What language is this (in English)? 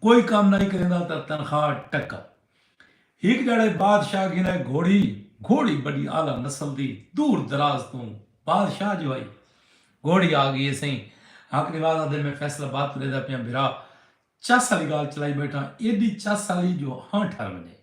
Saraiki